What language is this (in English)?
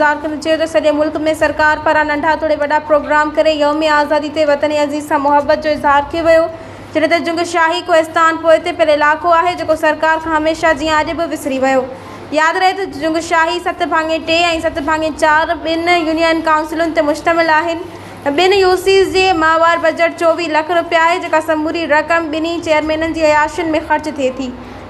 Sindhi